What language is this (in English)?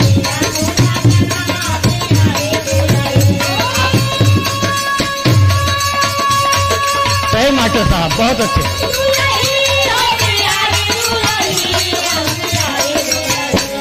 Bhojpuri